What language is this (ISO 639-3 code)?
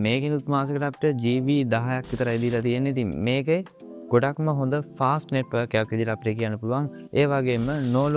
sin